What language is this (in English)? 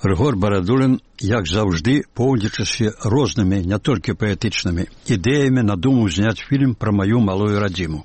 Belarusian